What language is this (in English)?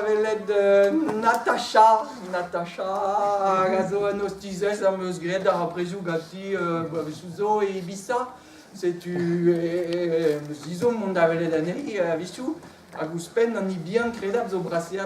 Breton